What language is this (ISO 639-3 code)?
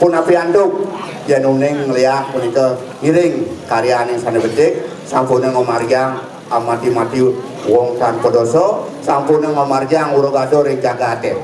ban